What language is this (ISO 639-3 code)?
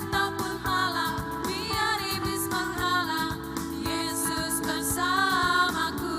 abs